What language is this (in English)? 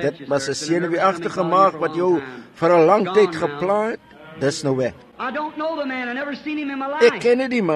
Afrikaans